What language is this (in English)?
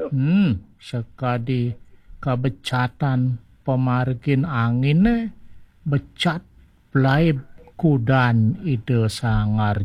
Balinese